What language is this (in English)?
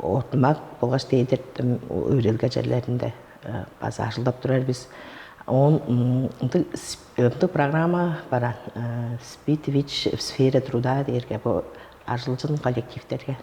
Tuvinian